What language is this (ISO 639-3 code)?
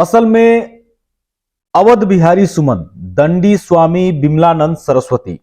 bho